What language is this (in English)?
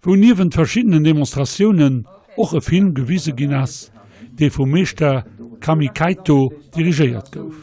Luxembourgish